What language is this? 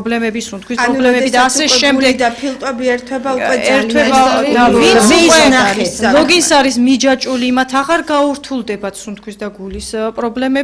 Georgian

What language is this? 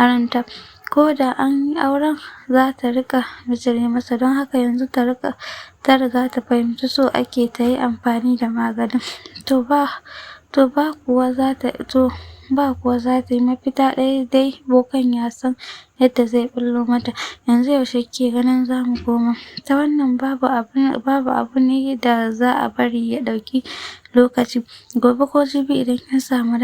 Hausa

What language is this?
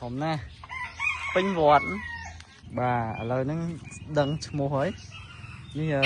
Khmer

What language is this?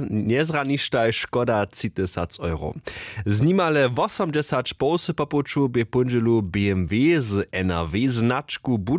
Upper Sorbian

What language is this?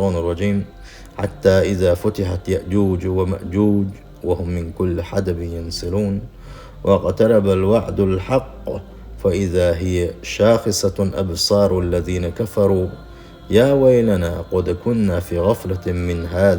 Chechen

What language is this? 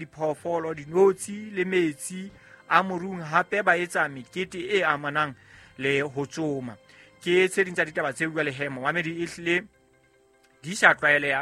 Southern Sotho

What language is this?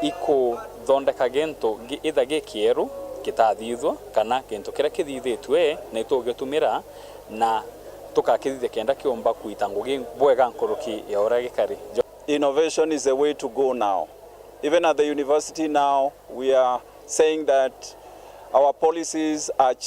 Meru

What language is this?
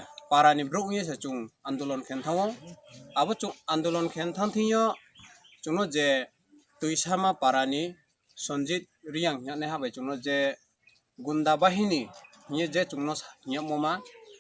Riang (India)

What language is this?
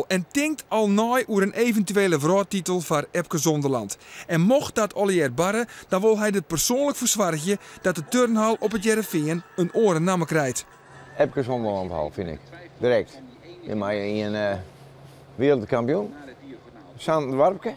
Western Frisian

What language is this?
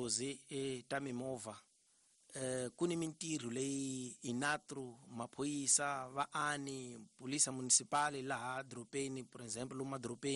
Tsonga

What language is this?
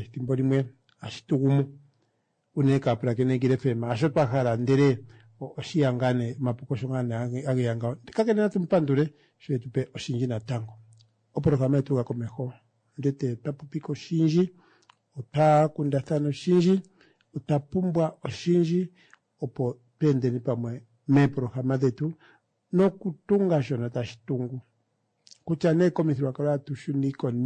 Kuanyama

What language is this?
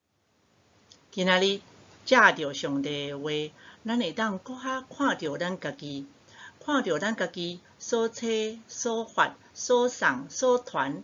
Min Nan Chinese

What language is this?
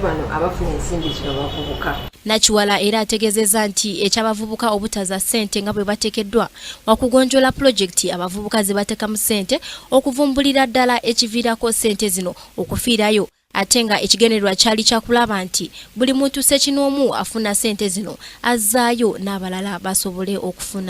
Ganda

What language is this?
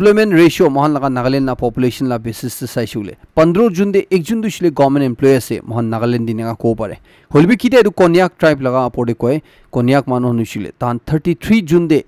Naga Pidgin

